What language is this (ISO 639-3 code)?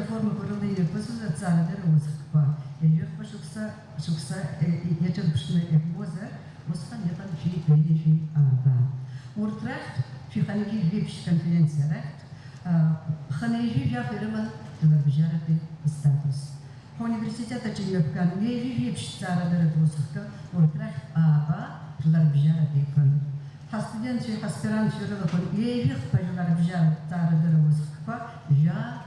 abk